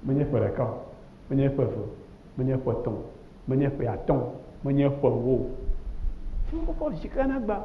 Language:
Ewe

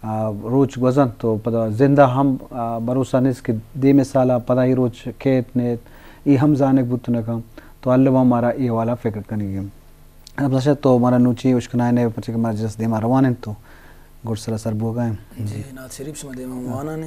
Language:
Eastern Balochi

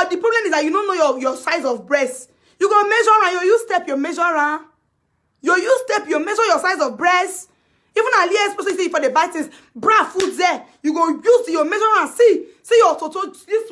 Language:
Nigerian Pidgin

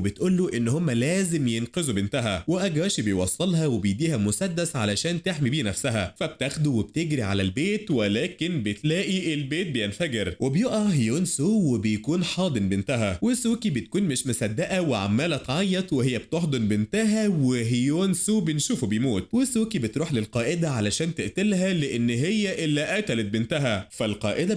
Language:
Egyptian Arabic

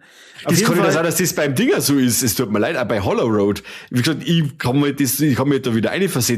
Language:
Bavarian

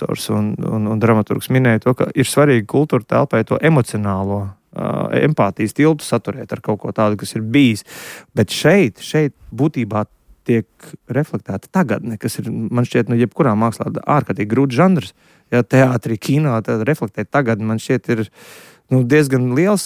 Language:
Latvian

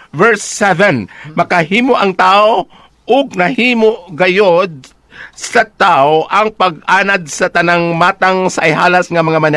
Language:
Cebuano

